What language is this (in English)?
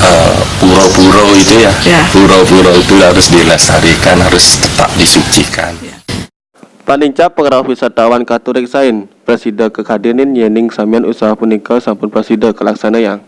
Balinese